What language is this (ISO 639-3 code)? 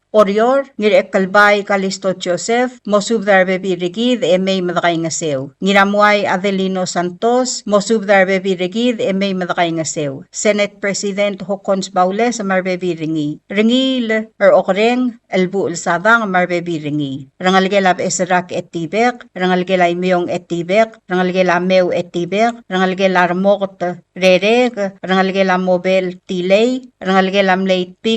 pau